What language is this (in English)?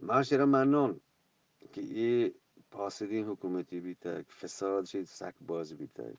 Eastern Balochi